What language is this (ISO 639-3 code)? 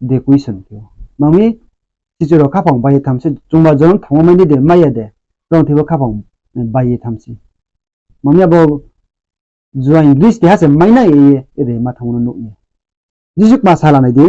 ria